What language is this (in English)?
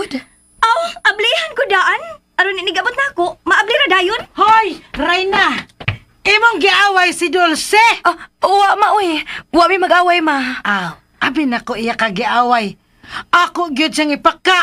Cebuano